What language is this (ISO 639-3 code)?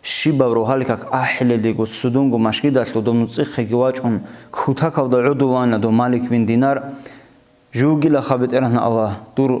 ava